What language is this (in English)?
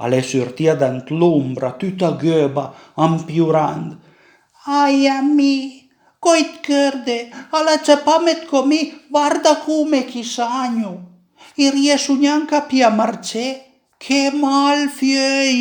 Piedmontese